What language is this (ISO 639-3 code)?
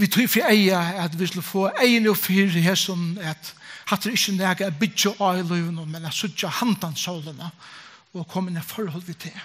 fao